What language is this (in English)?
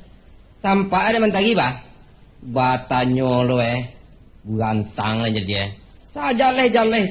Minangkabau